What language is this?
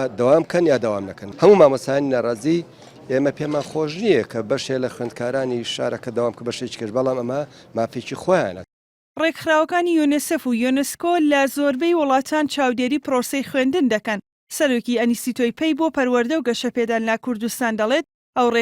Central Kurdish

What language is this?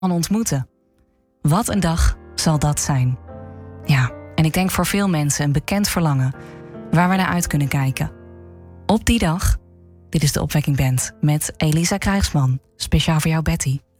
Dutch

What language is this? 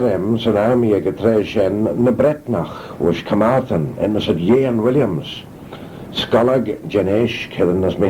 Manx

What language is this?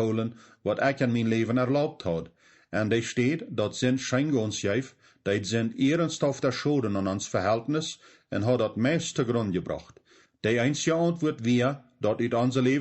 Plautdietsch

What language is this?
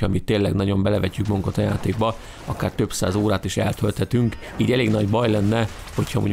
Hungarian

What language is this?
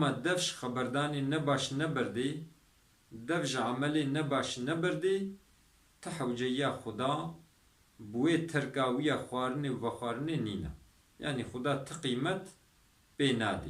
Kurdish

